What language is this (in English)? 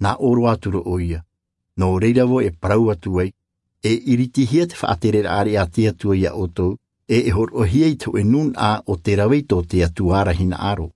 Tahitian